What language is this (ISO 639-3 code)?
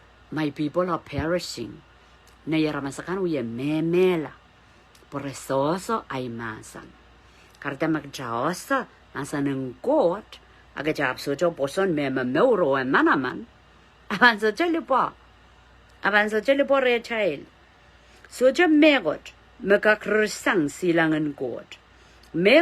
pon